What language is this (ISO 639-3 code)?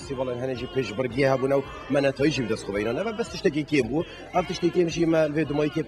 kur